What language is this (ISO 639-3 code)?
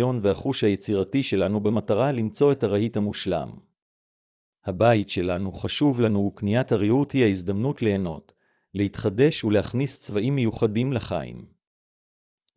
heb